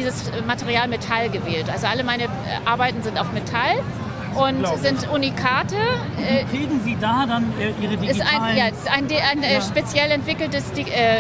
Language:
German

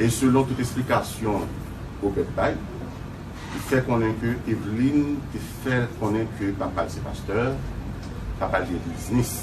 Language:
Haitian Creole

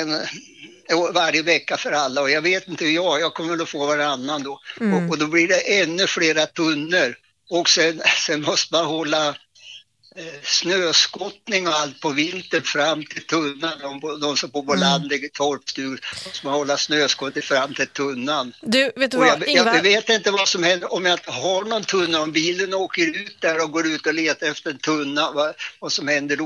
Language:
Swedish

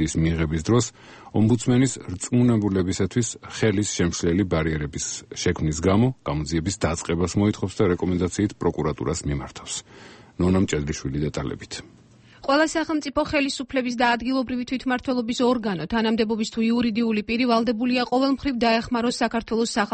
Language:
Georgian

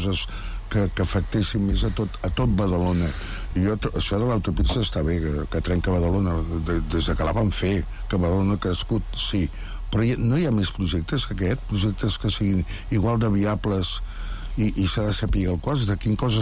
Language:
Catalan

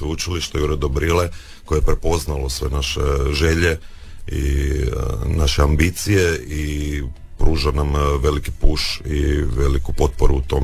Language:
Croatian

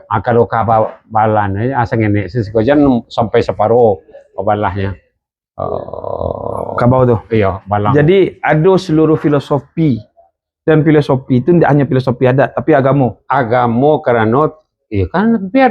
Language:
Minangkabau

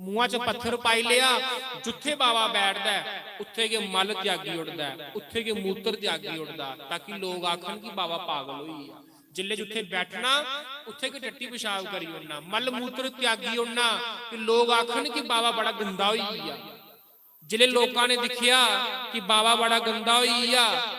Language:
Dogri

